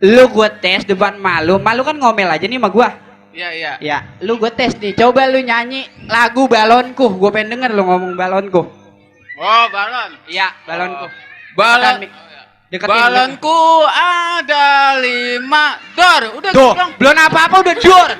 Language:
Betawi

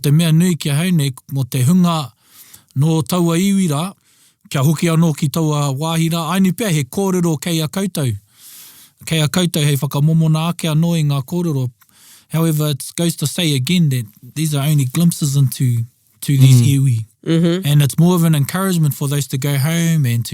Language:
Māori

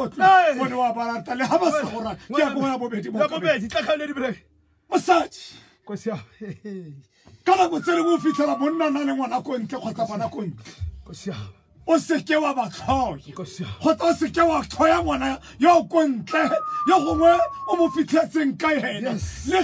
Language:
Tswana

